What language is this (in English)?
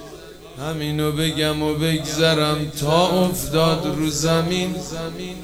Persian